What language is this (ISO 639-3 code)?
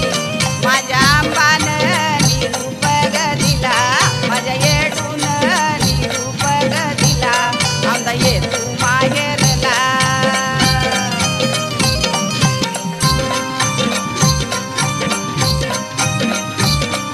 mar